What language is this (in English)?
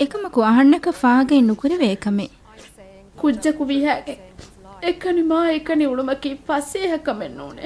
Divehi